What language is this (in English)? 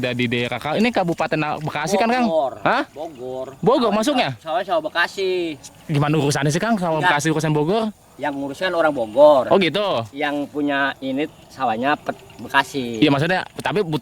Betawi